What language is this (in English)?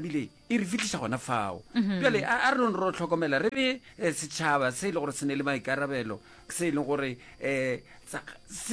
Northern Sotho